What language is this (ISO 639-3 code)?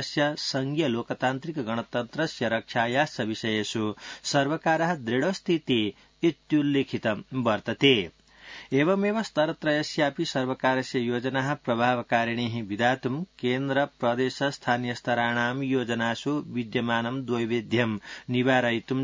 san